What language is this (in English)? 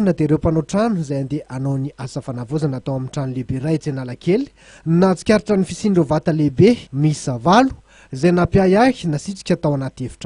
Malagasy